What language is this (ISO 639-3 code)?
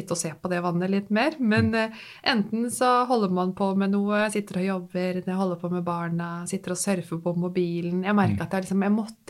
nor